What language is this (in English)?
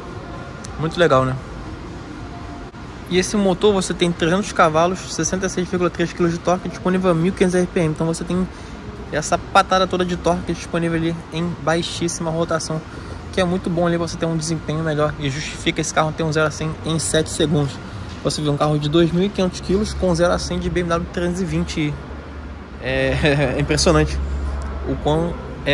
Portuguese